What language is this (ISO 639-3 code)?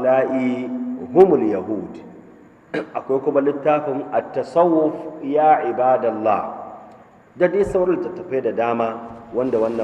hau